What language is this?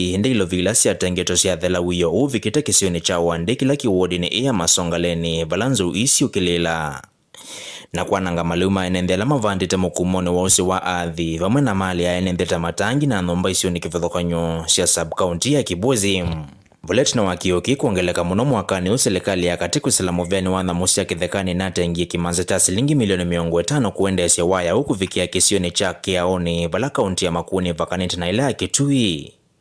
Kamba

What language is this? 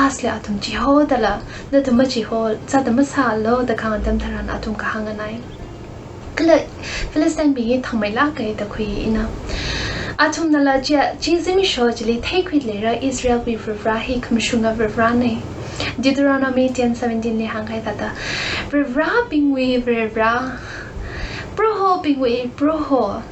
Tangkhul Naga (India)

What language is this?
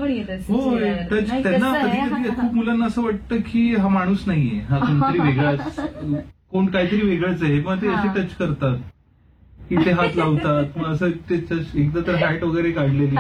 Marathi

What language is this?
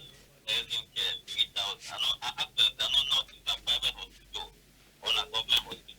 Cameroon Pidgin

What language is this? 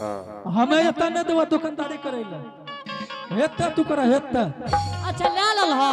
Angika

